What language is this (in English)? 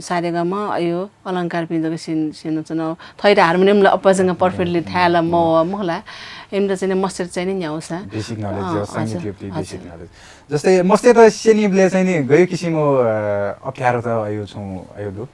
Newari